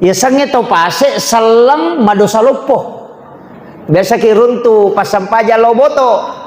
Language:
Buginese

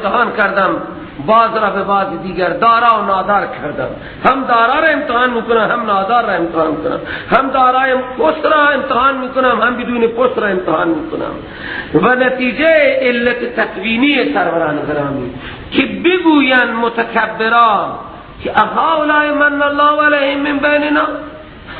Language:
Persian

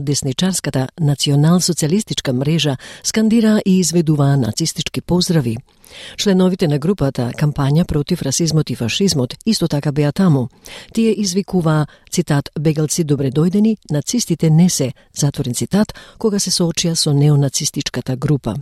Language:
Macedonian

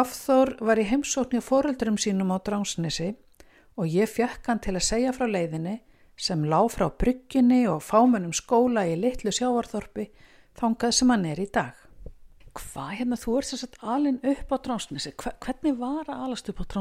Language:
Icelandic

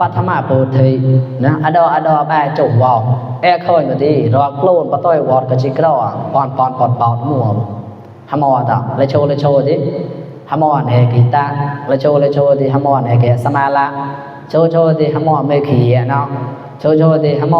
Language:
Mon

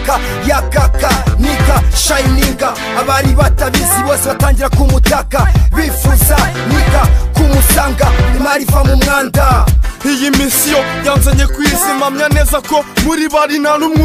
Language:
Kinyarwanda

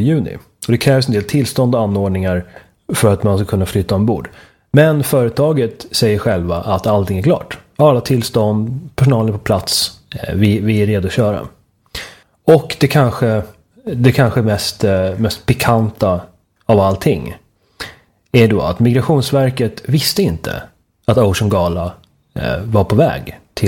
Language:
Swedish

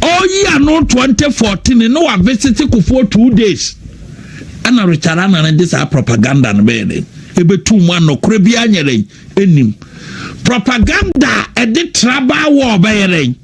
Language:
Akan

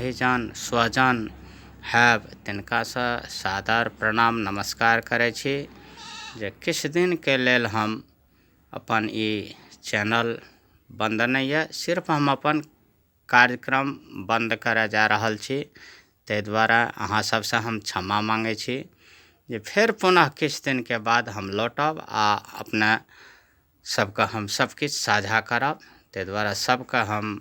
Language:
Maithili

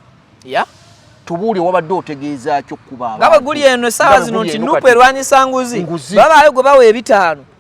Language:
Ganda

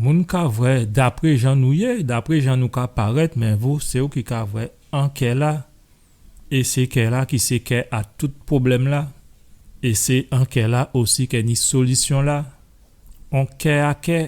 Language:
Guadeloupean Creole French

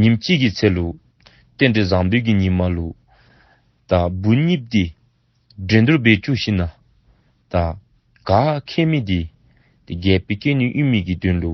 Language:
Dzongkha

